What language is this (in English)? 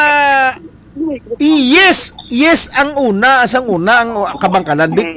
Hiligaynon